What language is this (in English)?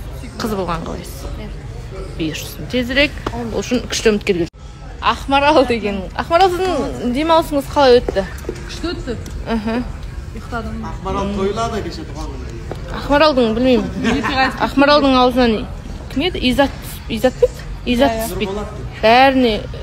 Kazakh